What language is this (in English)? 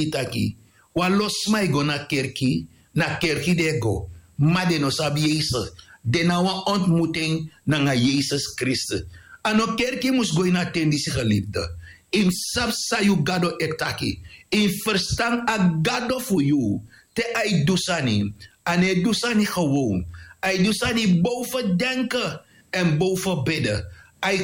Sranan Tongo